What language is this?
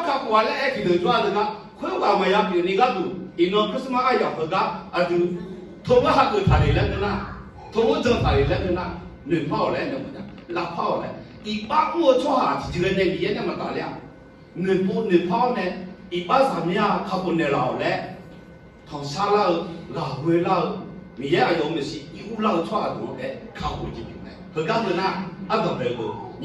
Akha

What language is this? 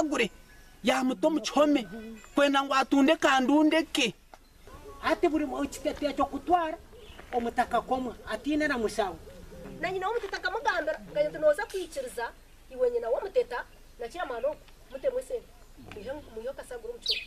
Nyankole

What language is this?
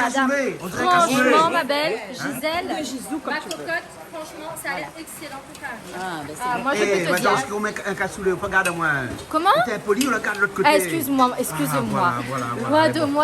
Réunion Creole French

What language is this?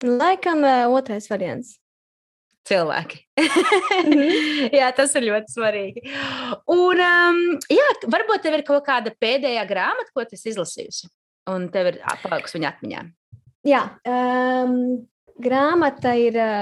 Latvian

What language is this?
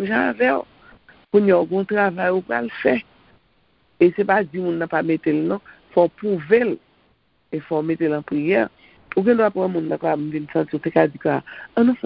Haitian Creole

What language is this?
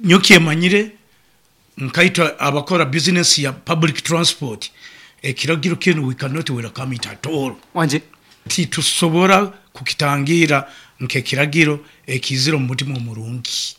Nyoro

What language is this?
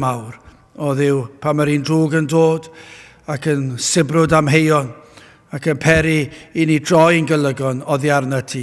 Welsh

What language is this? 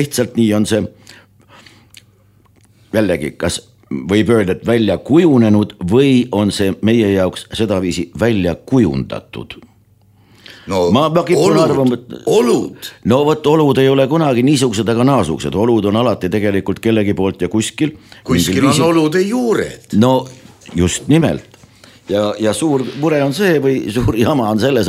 Estonian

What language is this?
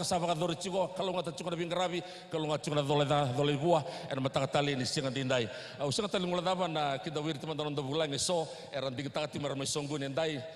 Fijian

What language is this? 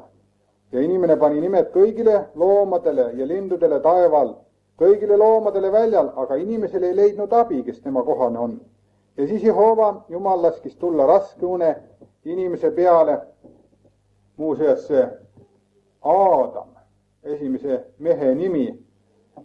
Estonian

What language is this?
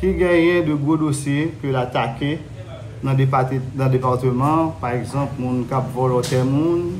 Haitian Creole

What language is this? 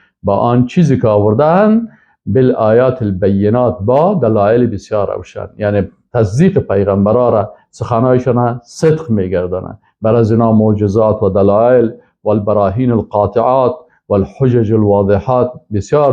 Persian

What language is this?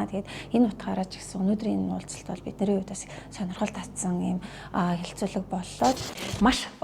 Mongolian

